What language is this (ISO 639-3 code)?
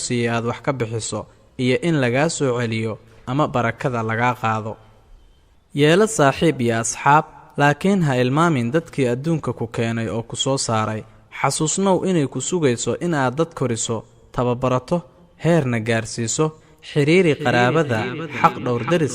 som